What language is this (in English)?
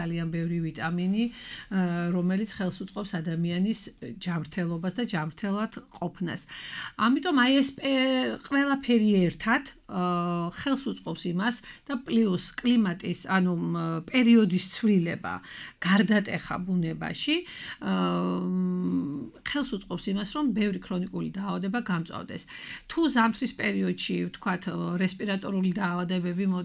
Georgian